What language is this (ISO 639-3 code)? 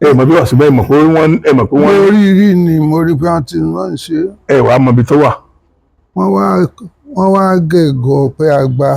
yor